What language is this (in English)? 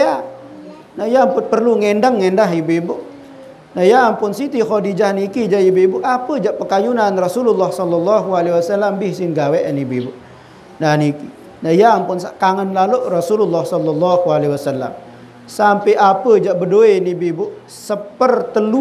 Sasak